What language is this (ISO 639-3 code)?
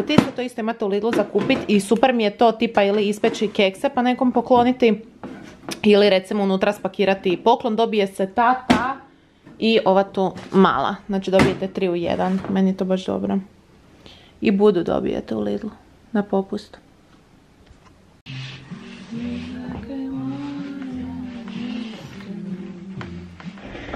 hrv